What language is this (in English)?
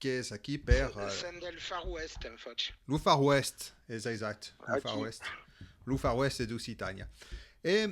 Occitan